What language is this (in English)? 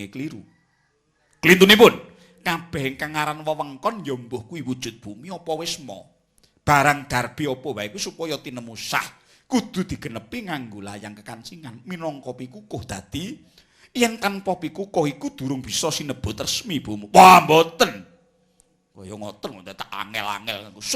Javanese